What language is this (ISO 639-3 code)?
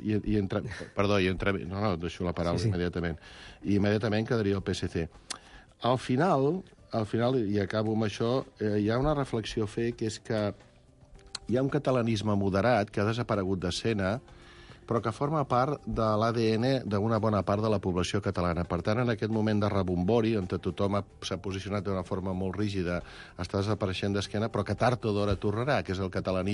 cat